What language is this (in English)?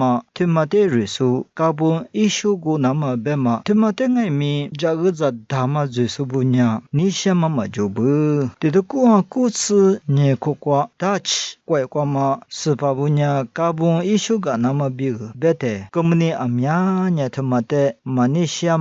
Lisu